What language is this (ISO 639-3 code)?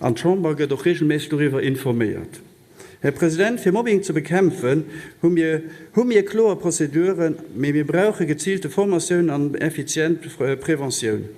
ltz